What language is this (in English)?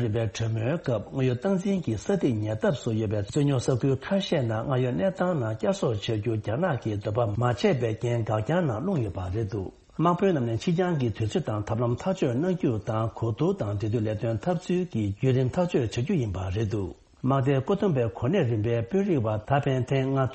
Tibetan